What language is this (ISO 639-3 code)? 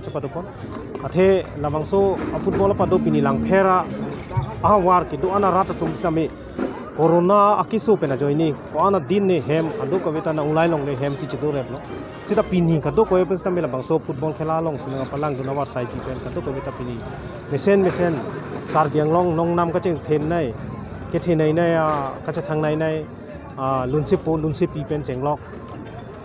mjw